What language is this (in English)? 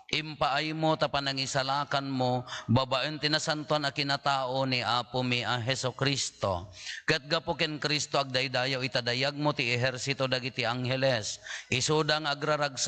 Iloko